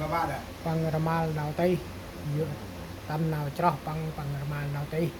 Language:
Central Mnong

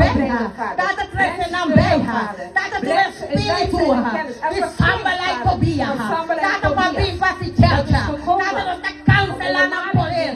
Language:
Papiamento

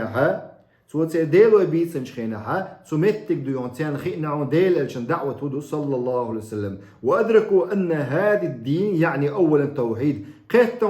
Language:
Chechen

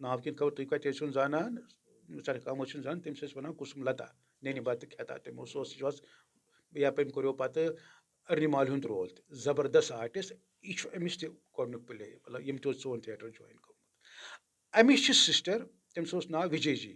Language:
Kashmiri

